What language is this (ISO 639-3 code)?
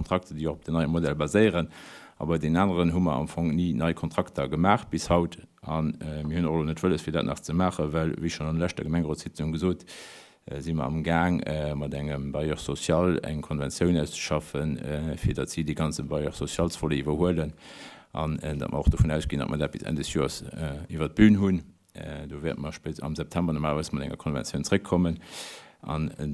ltz